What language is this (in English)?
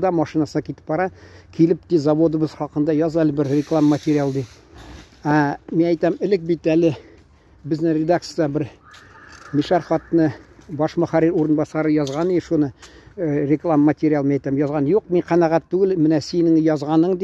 Tatar